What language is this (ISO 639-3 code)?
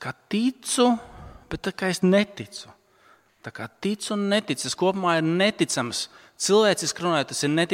lav